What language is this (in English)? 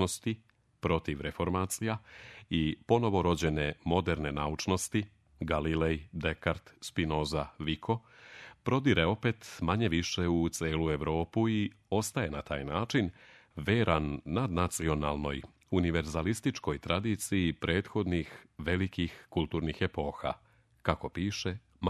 Serbian